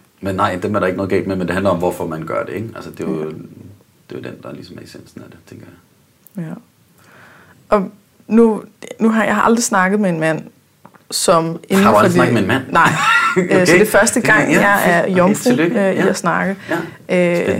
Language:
Danish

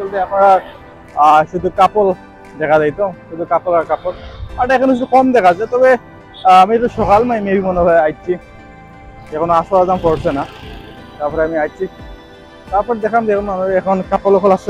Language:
Sylheti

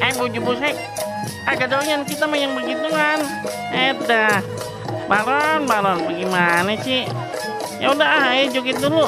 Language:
Betawi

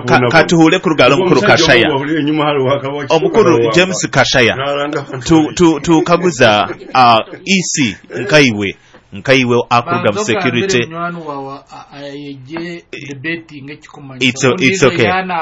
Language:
Nyoro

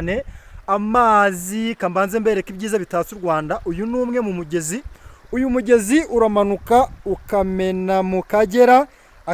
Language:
Kinyarwanda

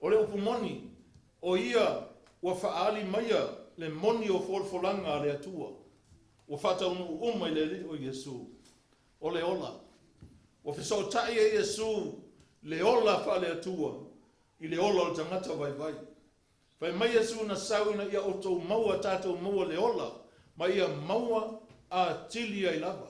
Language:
Samoan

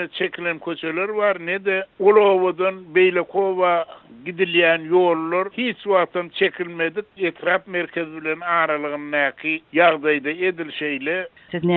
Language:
Turkmen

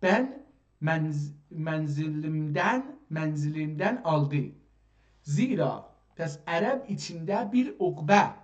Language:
South Azerbaijani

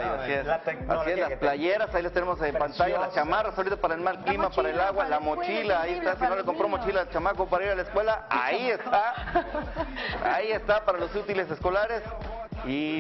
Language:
Spanish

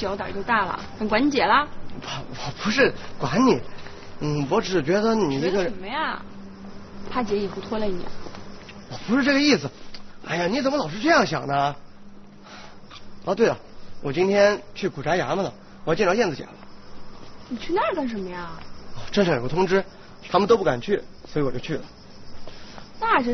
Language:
Chinese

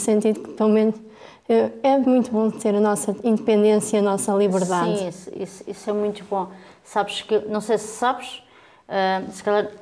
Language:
Portuguese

